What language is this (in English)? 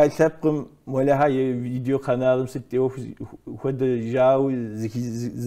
Kabardian